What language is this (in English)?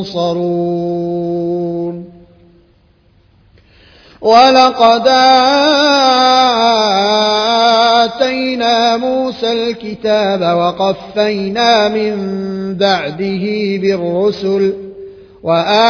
Arabic